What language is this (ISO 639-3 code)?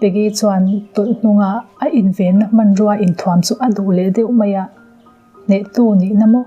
lus